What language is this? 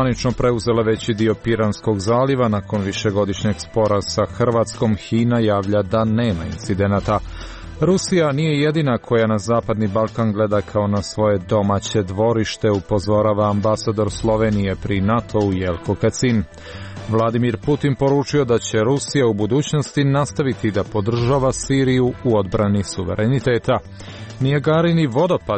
Serbian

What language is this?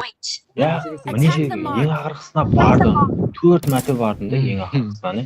Kara-Kalpak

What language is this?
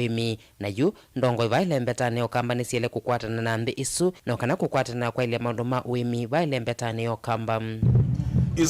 Kamba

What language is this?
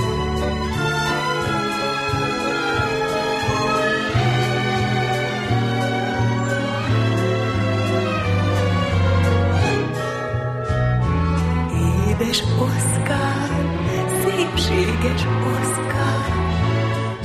Hungarian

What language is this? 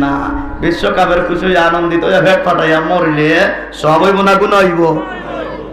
Sylheti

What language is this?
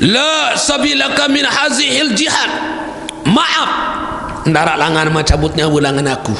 Sasak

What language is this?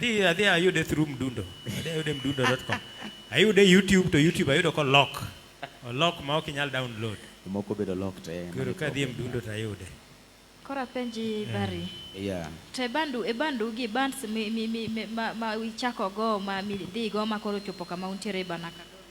Luo (Kenya and Tanzania)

